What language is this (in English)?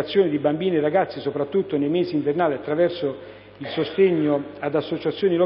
Italian